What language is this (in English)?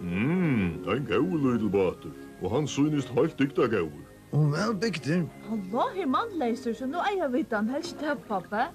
Faroese